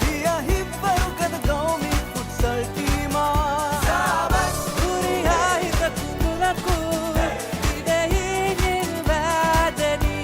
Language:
Divehi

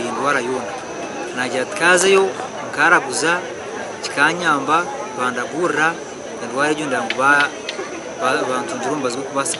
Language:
Nyankole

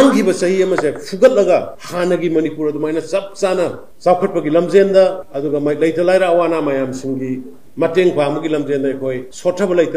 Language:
Manipuri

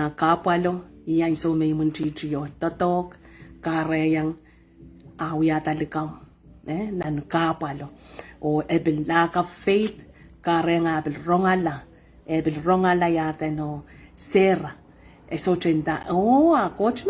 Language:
Pohnpeian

